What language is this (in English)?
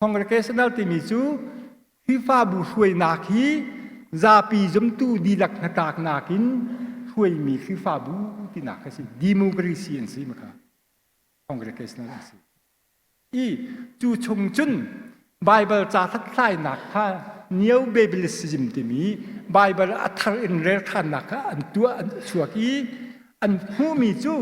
Hakha Chin